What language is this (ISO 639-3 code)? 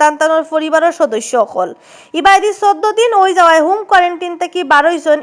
syl